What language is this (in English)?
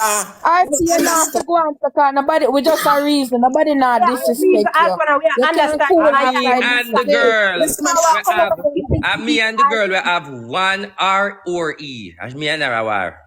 Jamaican Creole English